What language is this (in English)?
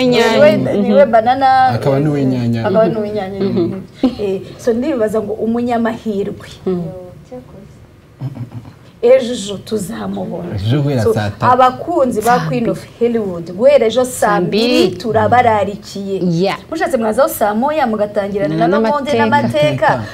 Kinyarwanda